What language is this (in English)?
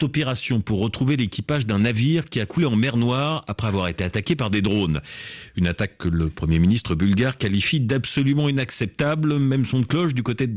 French